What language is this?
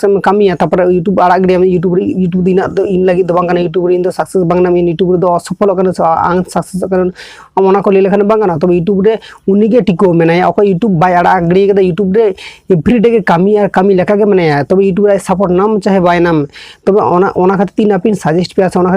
Santali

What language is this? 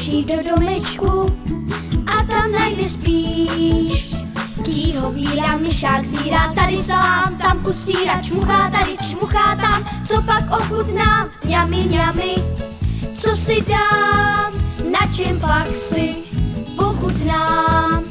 Czech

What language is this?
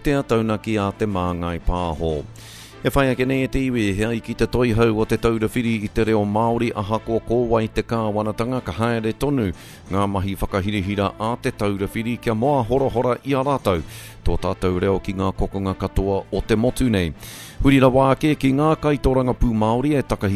Māori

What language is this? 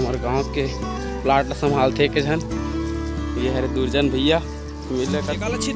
Chhattisgarhi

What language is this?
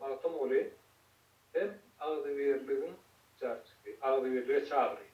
Turkmen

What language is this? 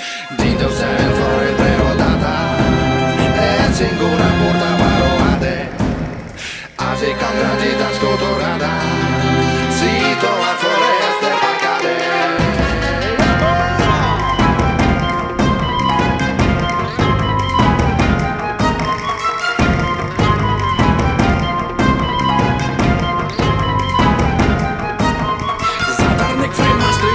Romanian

